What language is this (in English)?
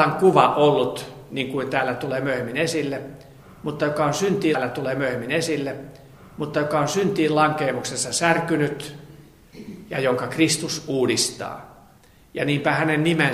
Finnish